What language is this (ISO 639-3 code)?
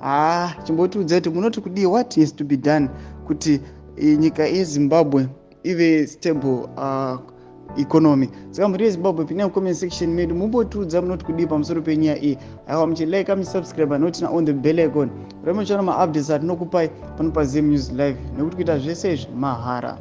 sna